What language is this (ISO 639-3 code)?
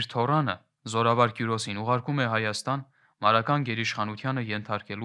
hye